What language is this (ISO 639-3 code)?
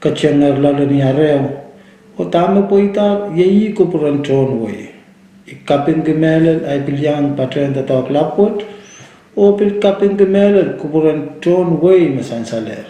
pon